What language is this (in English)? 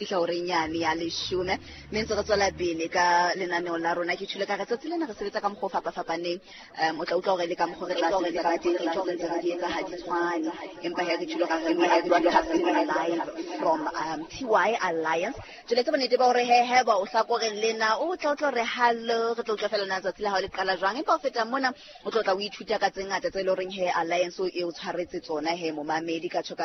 Southern Sotho